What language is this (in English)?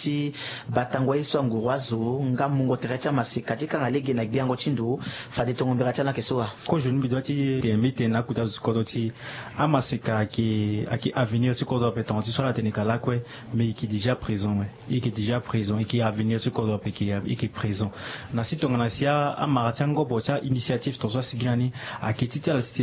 Sango